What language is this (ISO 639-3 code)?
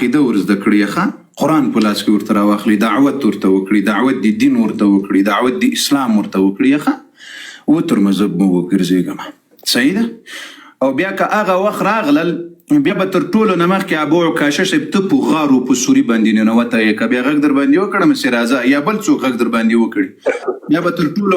pus